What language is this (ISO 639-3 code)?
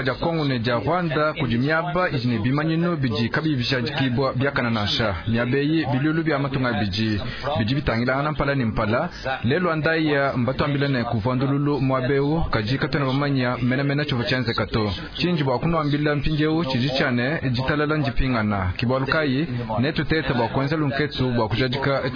lua